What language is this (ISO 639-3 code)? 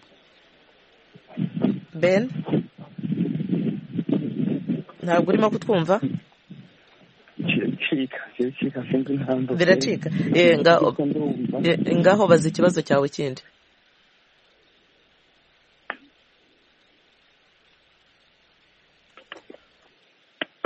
kin